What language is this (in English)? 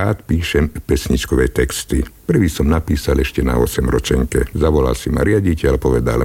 Slovak